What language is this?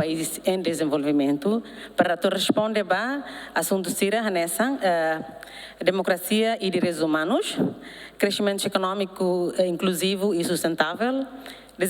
Tetum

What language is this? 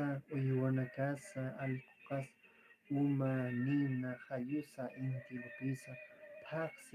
Aymara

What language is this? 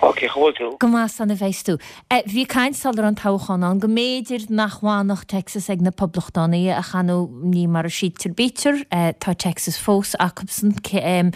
Irish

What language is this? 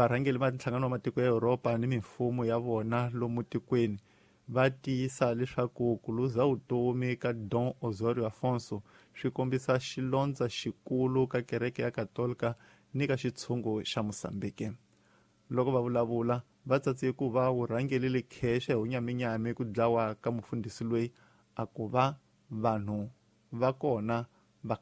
Tsonga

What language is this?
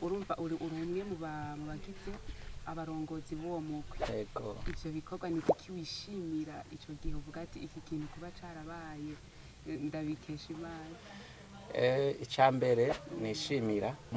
Rundi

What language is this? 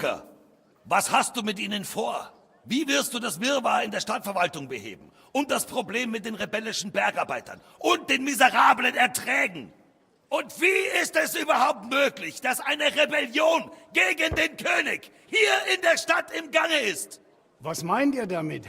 Bavarian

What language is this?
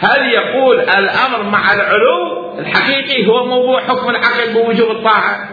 Mesopotamian Arabic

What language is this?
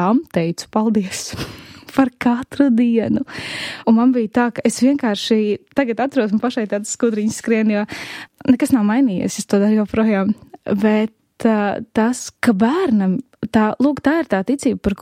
Latvian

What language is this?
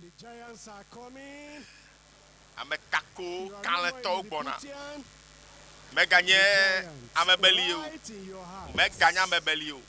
Ewe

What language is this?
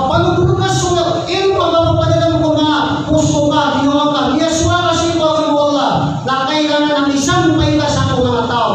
Maranao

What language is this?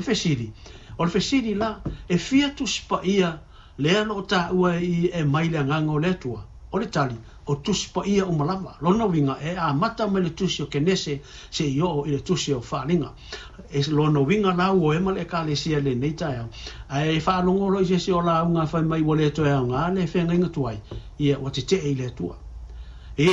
Samoan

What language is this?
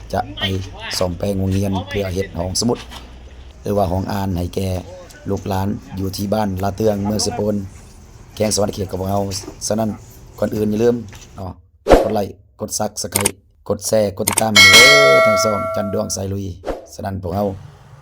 Lao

